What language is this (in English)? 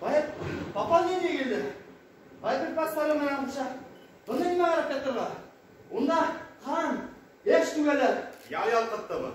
Bashkir